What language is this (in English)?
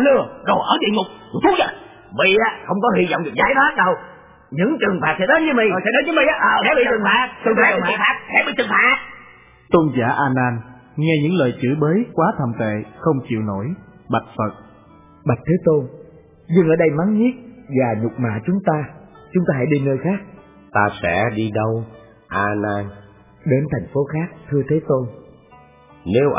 Vietnamese